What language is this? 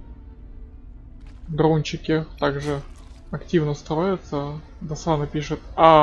Russian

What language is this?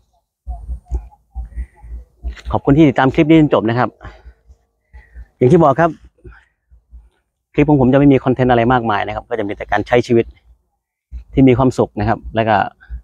Thai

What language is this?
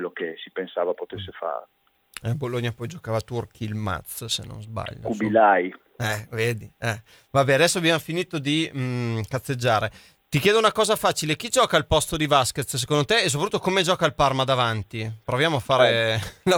Italian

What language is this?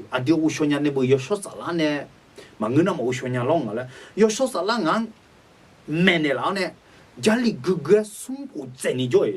Akha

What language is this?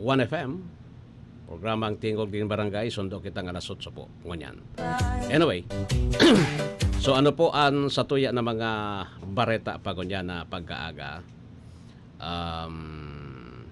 Bikol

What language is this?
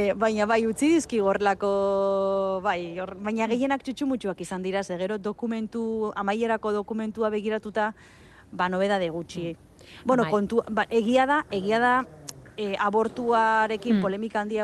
Basque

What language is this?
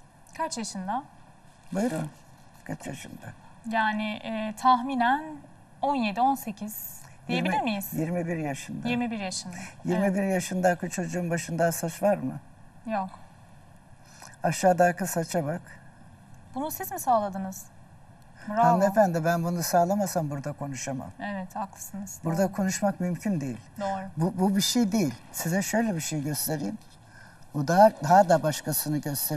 Turkish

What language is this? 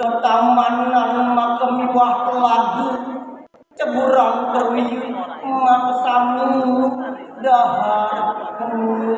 Balinese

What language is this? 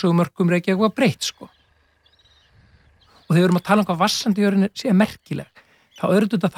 Icelandic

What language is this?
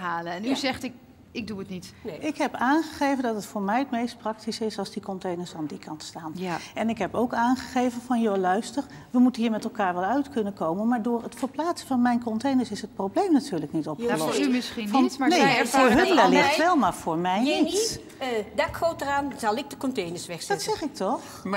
Dutch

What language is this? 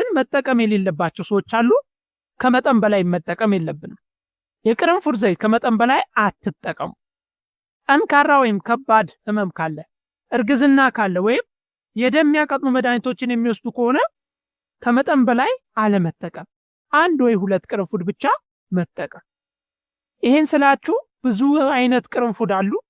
Amharic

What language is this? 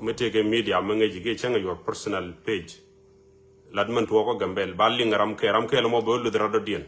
Nuer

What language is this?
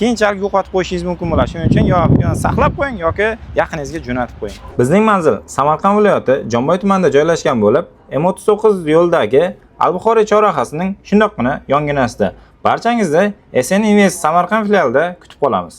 Uzbek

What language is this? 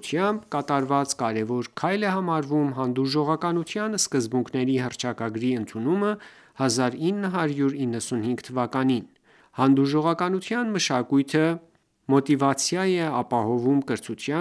Armenian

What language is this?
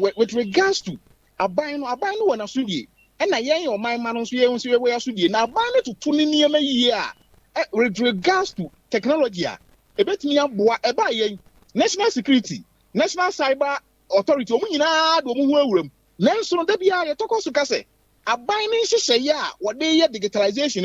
Akan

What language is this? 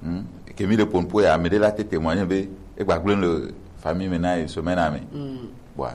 Gen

